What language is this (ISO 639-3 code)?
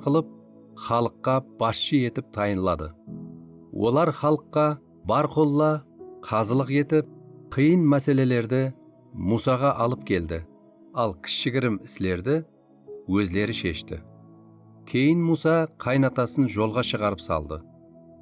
kaa